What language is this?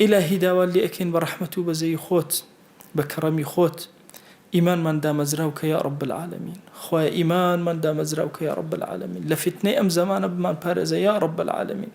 Central Kurdish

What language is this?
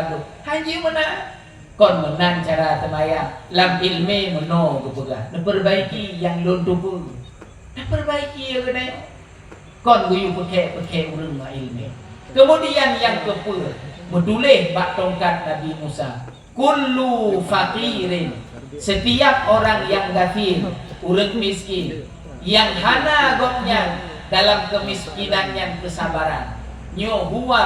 Achinese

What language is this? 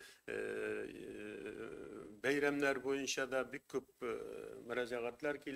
Tatar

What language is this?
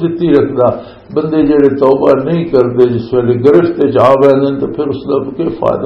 Western Panjabi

